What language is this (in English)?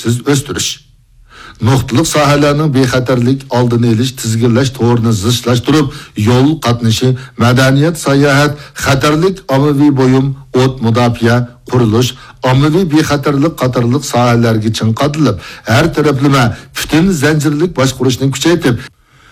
Uyghur